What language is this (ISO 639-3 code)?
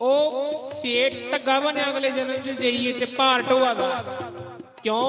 doi